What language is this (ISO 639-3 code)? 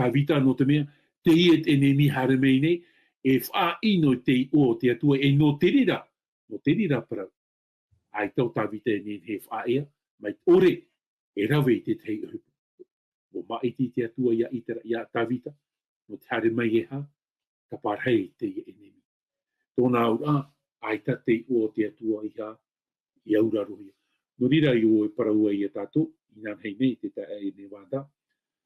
tah